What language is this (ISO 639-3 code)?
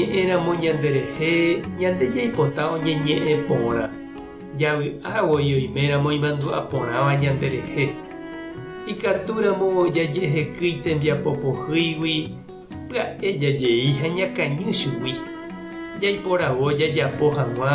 grn